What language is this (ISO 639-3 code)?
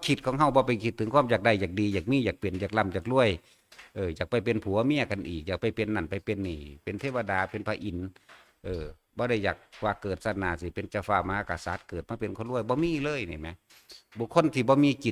tts